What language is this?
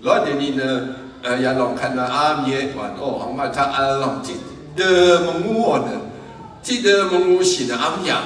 Rawang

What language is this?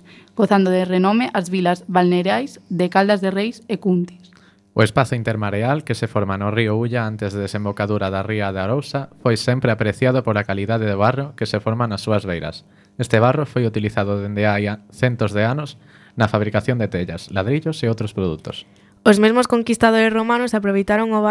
Galician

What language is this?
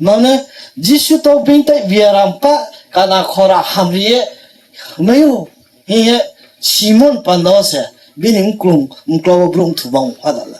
Riang (India)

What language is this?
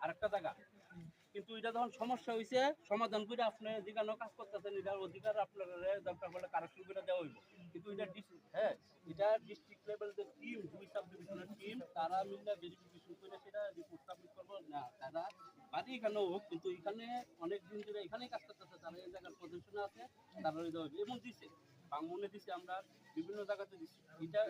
Riang (India)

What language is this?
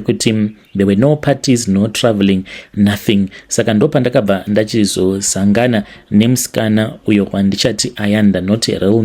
Shona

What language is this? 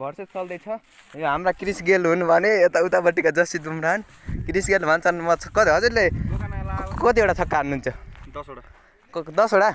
Nepali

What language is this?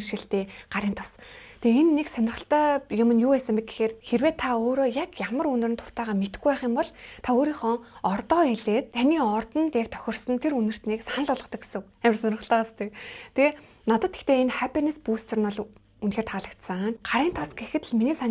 Mongolian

